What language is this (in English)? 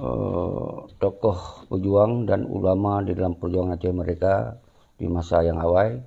Achinese